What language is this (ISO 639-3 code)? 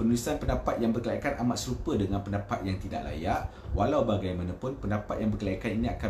msa